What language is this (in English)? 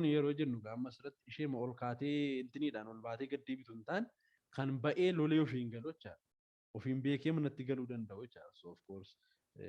Oromo